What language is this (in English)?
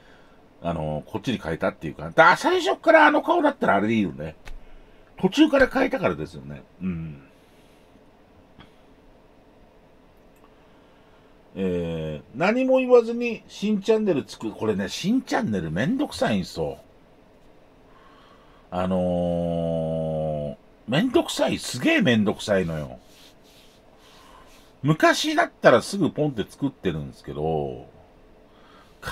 Japanese